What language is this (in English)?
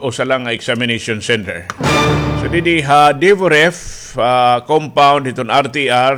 Waray